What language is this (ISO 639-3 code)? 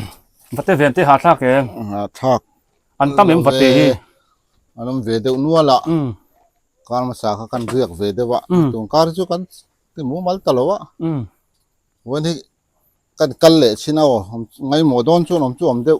biu